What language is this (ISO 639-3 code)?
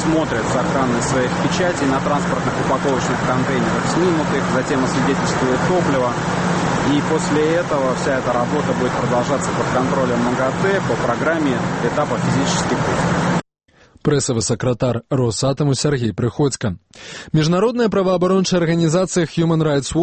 bel